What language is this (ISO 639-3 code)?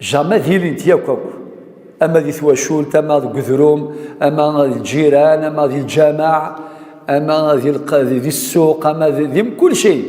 kab